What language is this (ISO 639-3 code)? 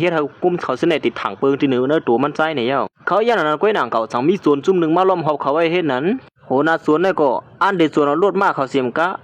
shn